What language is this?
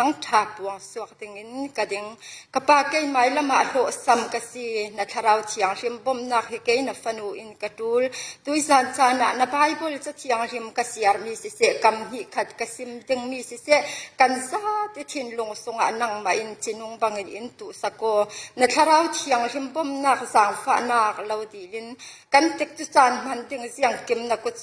Falam Chin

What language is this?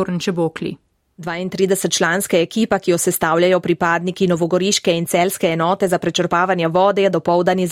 Slovenian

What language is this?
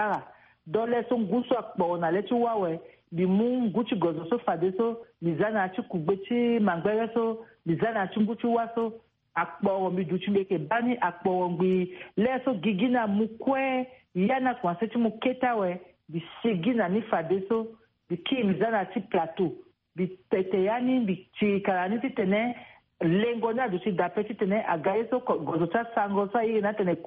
Sango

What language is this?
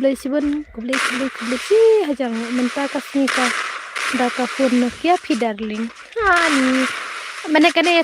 Khasi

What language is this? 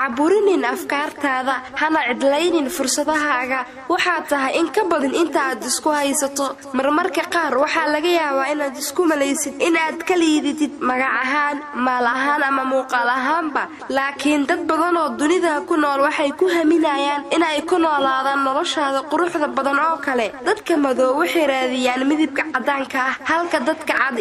Somali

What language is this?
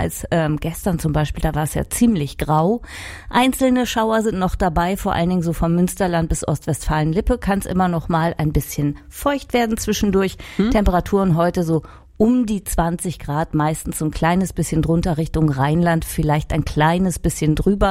German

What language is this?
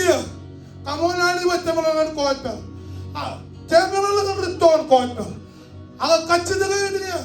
Marshallese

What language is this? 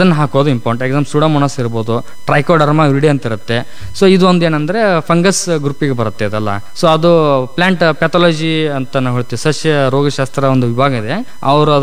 Kannada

